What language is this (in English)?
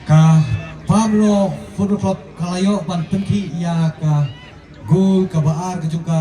Khasi